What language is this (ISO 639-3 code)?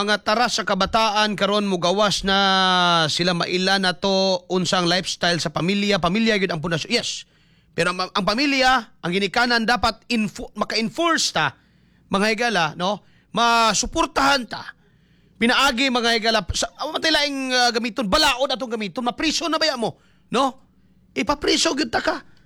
ceb